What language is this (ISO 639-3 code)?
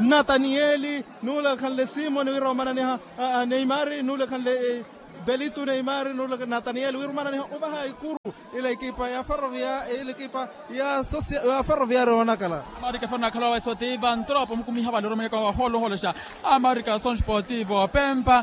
vmw